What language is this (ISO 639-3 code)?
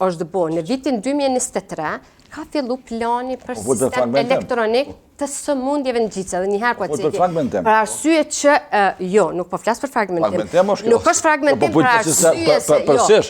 sqi